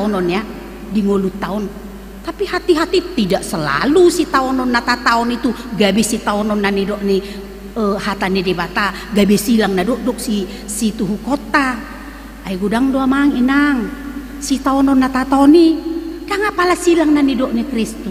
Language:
Batak Toba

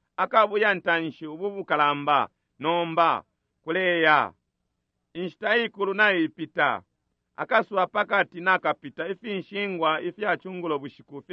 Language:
Bemba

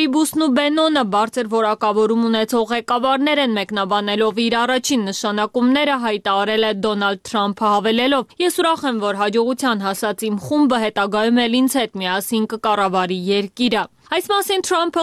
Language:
Armenian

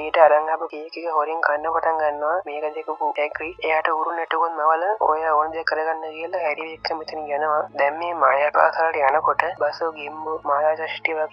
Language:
Sinhala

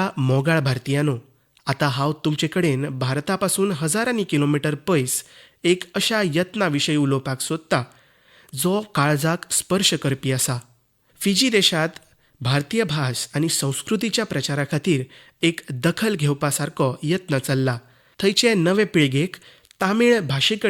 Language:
Konkani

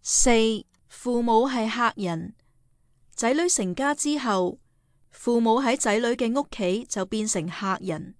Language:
Cantonese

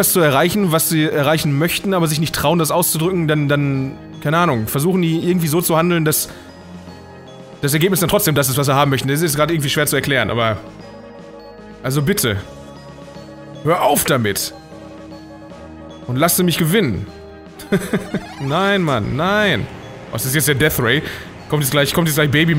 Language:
German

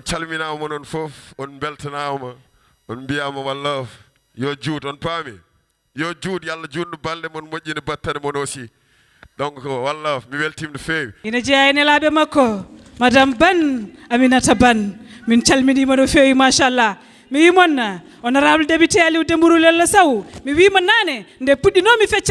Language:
Fula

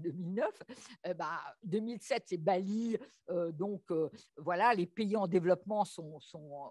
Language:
French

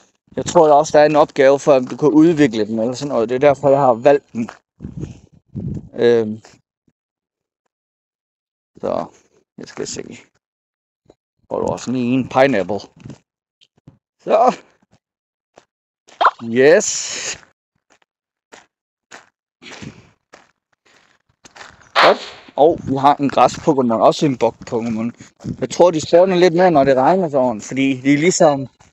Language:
Danish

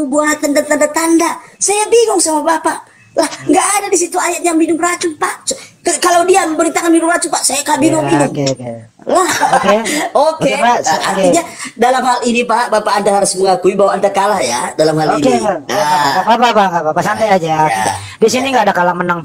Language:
Indonesian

